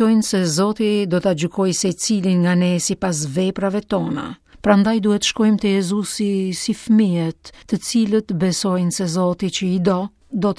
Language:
Albanian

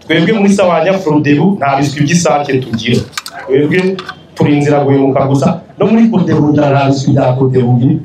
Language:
Rundi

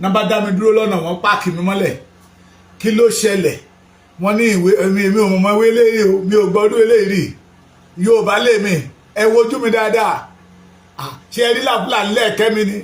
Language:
Yoruba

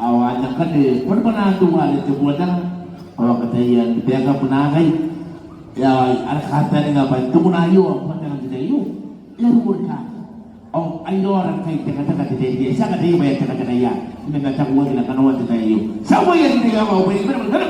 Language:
Gilbertese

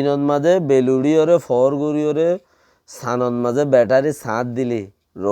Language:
Rohingya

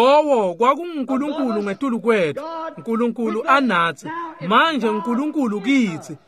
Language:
Swati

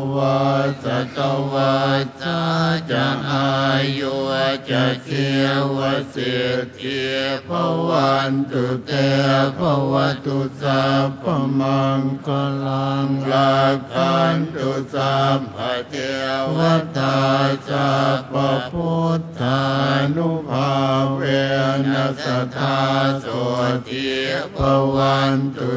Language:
Pali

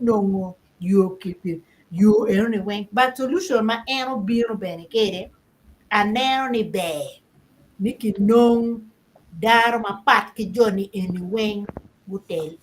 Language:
Acoli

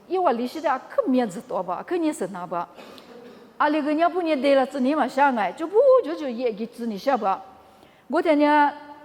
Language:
Lisu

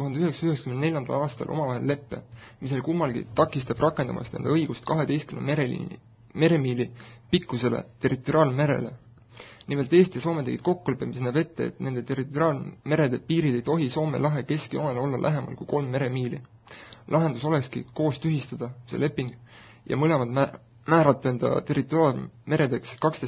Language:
Estonian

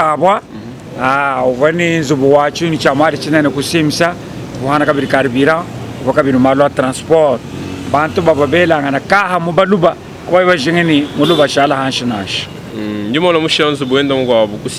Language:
Luba-Lulua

